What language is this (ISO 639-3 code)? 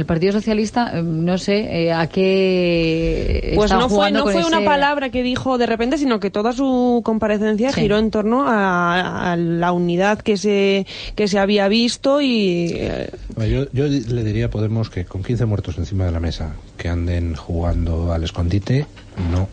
spa